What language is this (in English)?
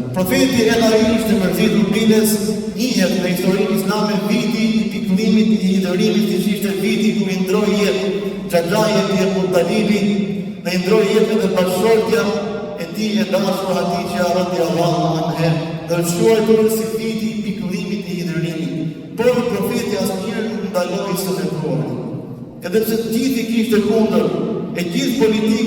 Albanian